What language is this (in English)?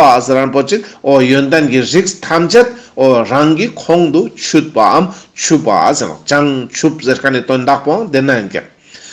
Ladakhi